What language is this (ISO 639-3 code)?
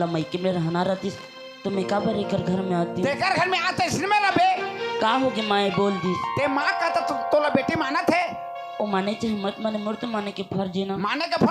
hne